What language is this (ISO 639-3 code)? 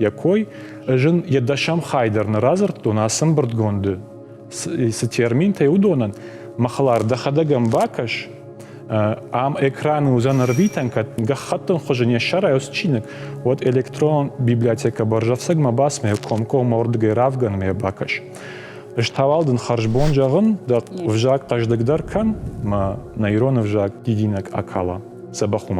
oss